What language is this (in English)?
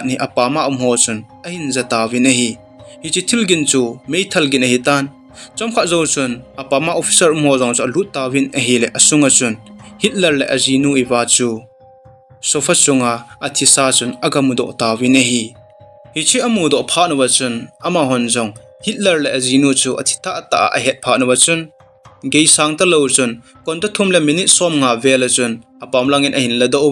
Thado Chin